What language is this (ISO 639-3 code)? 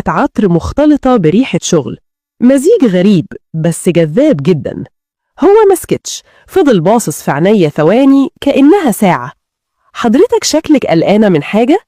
arz